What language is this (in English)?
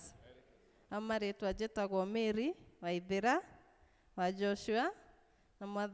Kikuyu